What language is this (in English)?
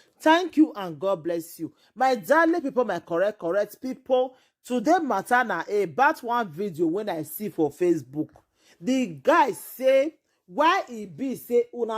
Nigerian Pidgin